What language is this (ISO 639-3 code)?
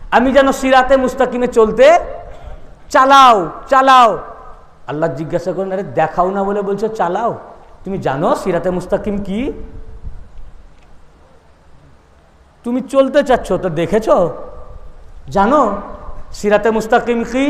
ben